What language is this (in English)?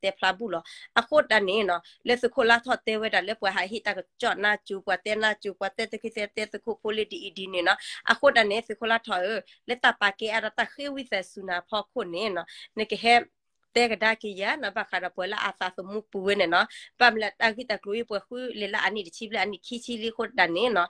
S'gaw Karen